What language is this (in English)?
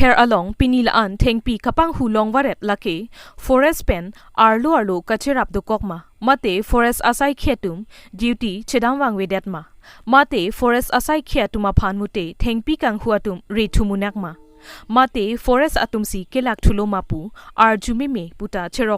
Karbi